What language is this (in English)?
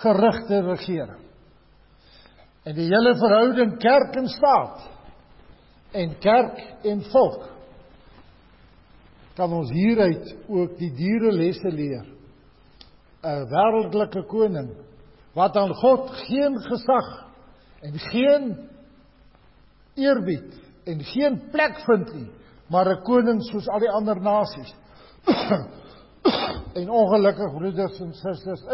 Afrikaans